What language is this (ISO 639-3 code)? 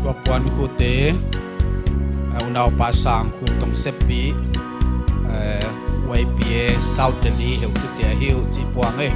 pck